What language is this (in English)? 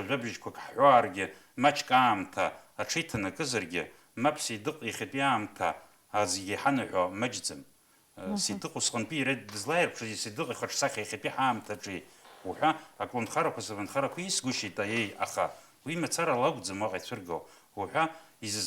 Abkhazian